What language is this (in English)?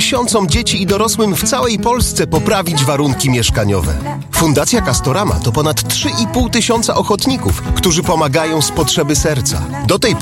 Polish